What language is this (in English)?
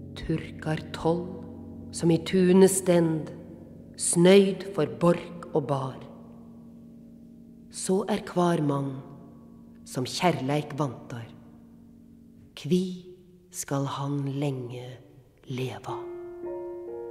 Norwegian